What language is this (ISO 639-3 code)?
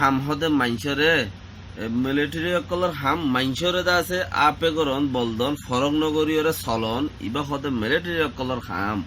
rhg